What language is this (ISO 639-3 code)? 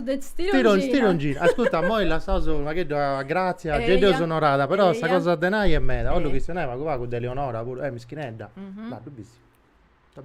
srd